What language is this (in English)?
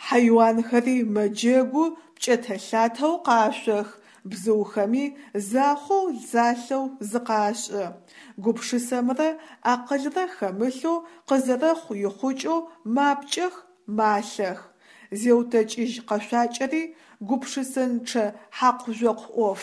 Adyghe